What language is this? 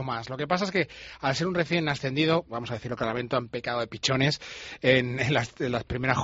Spanish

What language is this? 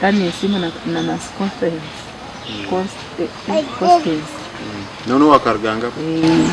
Nyankole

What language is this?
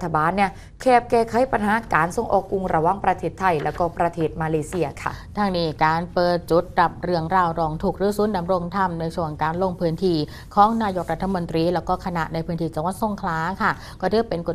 Thai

